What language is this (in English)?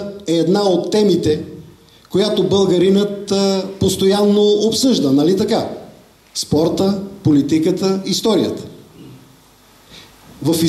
Bulgarian